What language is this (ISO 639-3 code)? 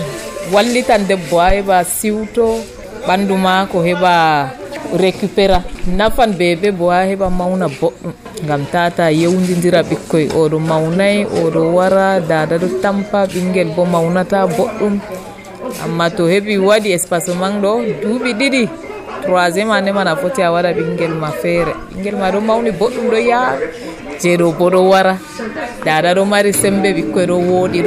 fuv